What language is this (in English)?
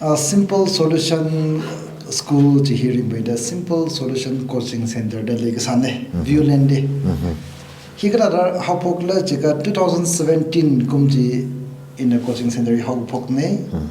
Tangkhul Naga (India)